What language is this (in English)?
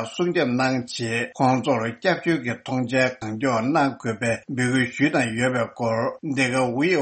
Tibetan